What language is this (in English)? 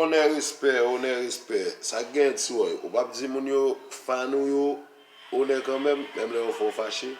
Haitian Creole